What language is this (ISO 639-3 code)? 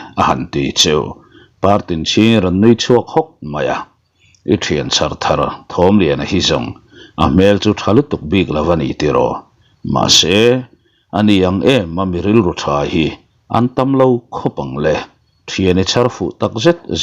lus